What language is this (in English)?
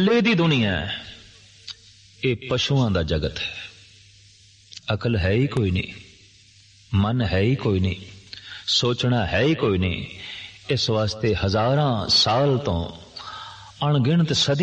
Punjabi